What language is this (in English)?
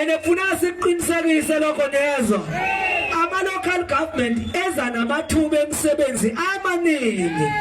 Zulu